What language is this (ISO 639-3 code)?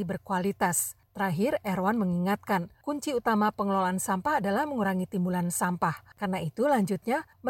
ind